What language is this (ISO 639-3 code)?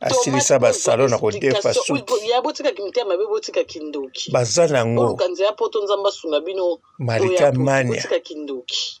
lin